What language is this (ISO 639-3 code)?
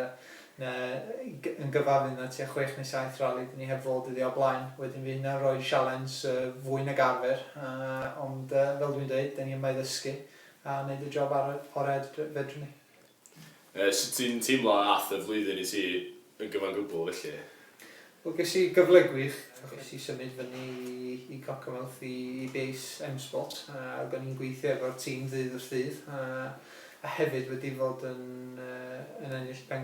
cym